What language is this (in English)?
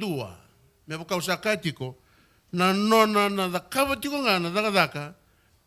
Fijian